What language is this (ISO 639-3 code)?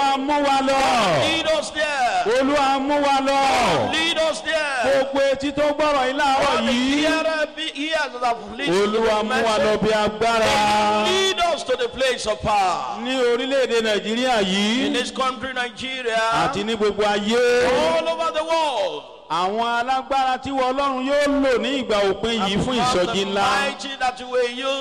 yor